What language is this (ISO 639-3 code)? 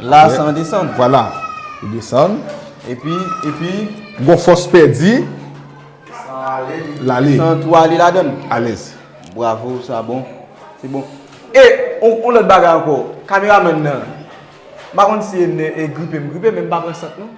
hat